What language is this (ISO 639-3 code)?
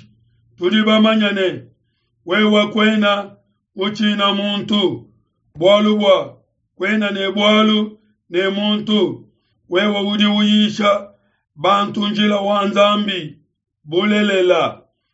lua